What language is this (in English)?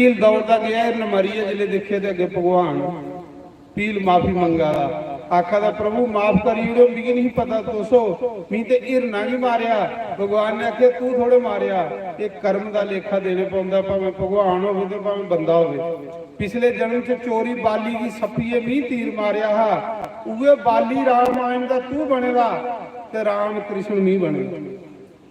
Dogri